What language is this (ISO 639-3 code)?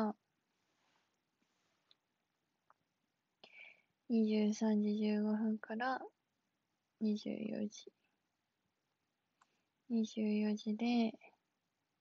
jpn